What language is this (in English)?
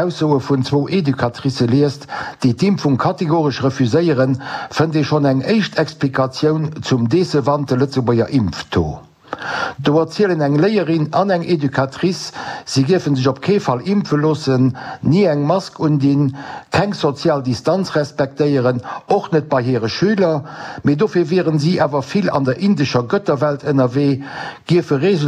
Luxembourgish